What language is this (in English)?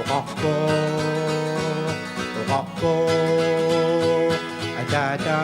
Kalaallisut